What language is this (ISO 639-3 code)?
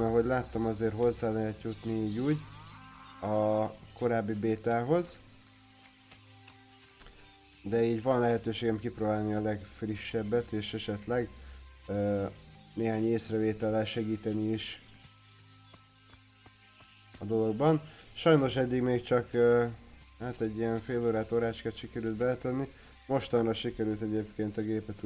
hun